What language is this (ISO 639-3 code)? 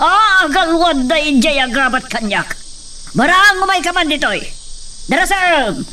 ilo